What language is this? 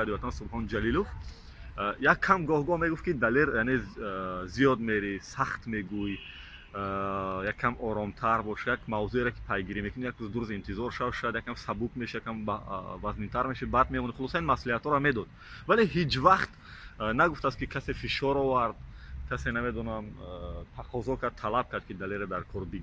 Tajik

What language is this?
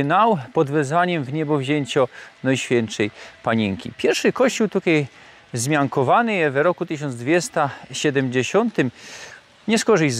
Silesian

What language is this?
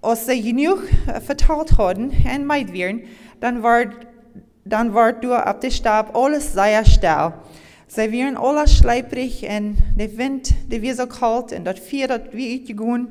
Plautdietsch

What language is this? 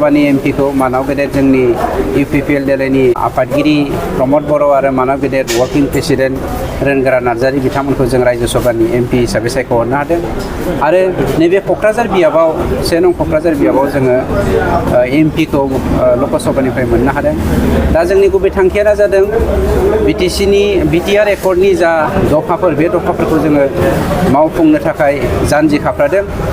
Bodo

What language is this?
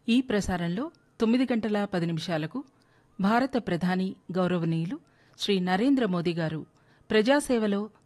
Telugu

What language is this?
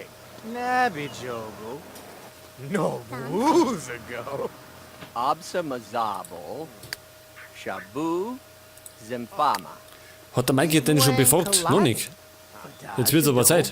Bavarian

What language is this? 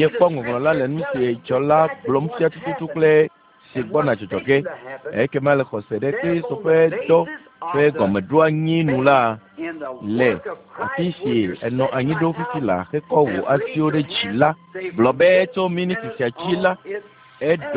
Ewe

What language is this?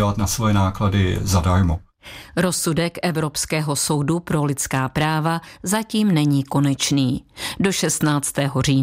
Czech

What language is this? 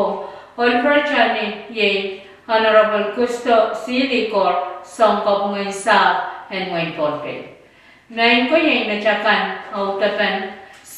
Pohnpeian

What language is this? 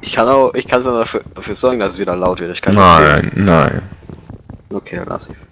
Bavarian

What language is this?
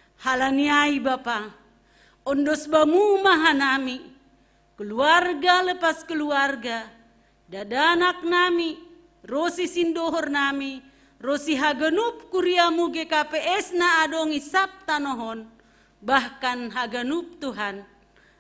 Batak Simalungun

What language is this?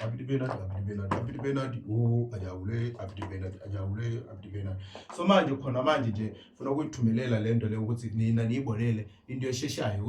Zulu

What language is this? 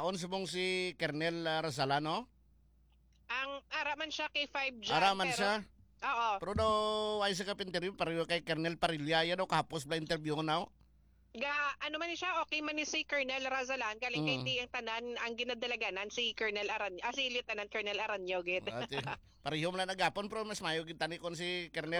Hiligaynon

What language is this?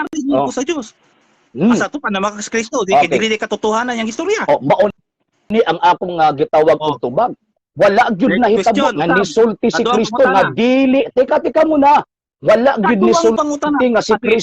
Cebuano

